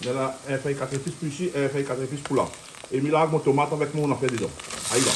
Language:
Réunion Creole French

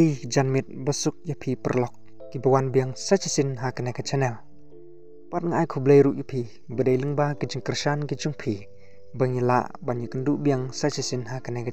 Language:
Khasi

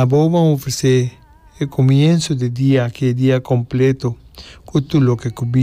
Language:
Papiamento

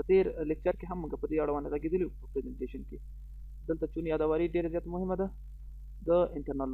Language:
Pashto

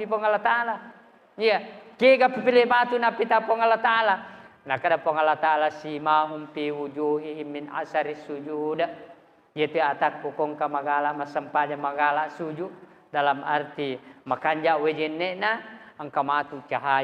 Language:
Buginese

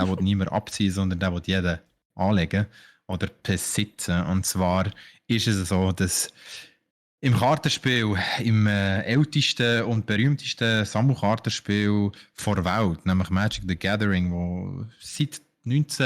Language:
Swiss German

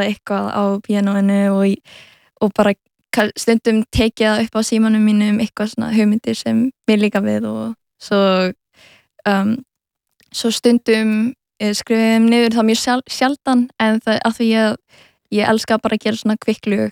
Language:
Icelandic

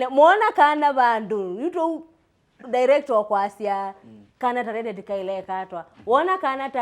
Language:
Kamba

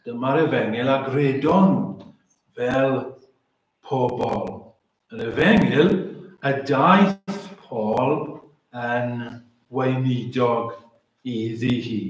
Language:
Welsh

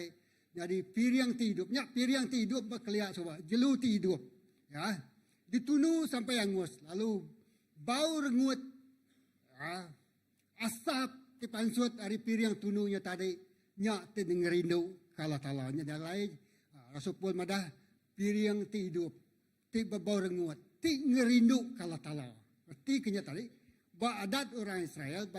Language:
Iban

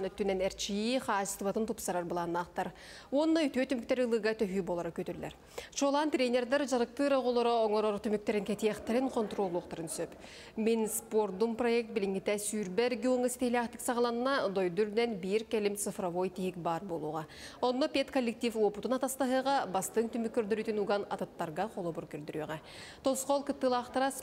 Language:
Yakut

